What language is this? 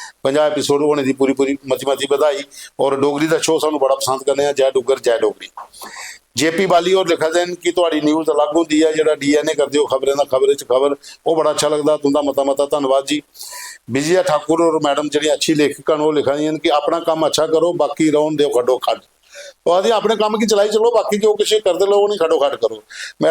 Dogri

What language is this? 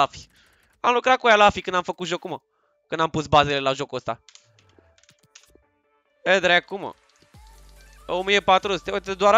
Romanian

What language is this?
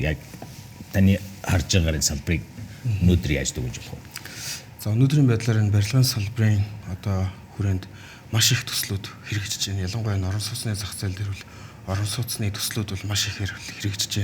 Mongolian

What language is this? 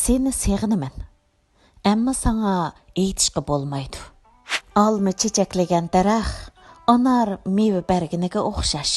Uyghur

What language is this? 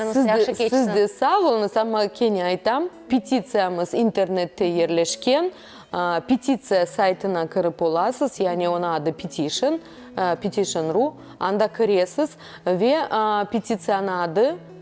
Crimean Tatar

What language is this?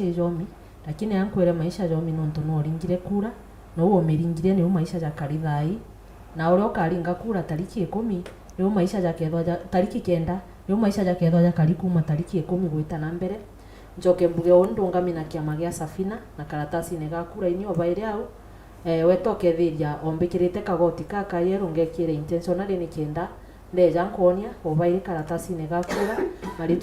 Meru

